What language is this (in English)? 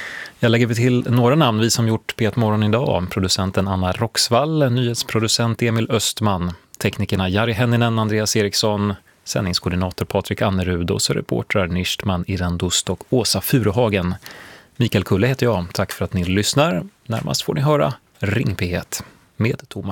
Swedish